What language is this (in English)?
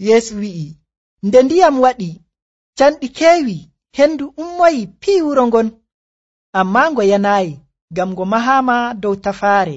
Nigerian Fulfulde